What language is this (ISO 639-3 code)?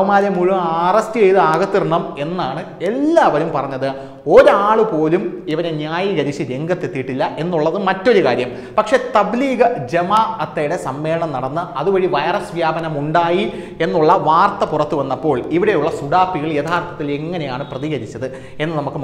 mal